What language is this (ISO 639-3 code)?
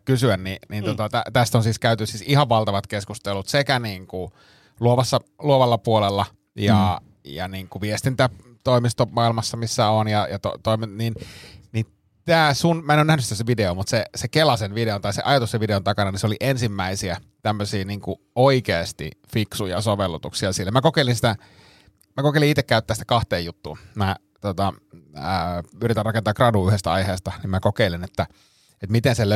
fin